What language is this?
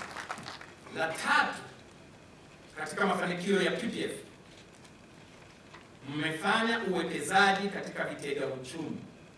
Swahili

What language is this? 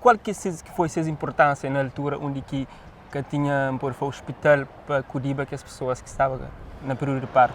Kabuverdianu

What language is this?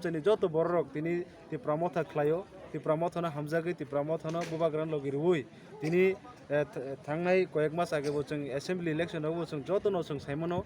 Kok Borok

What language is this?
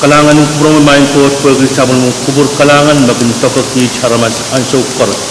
Pohnpeian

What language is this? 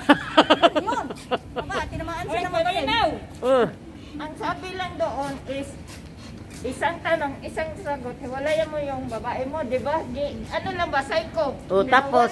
Filipino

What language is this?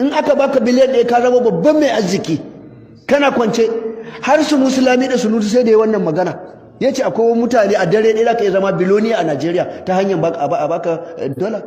Hausa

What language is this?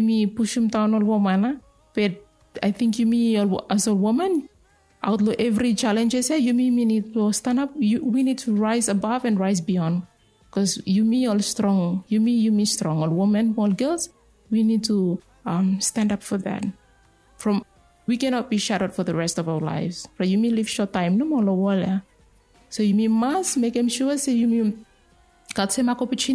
Bislama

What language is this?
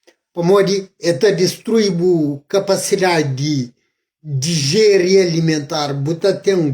Kabuverdianu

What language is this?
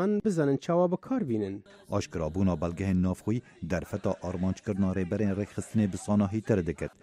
Kurdish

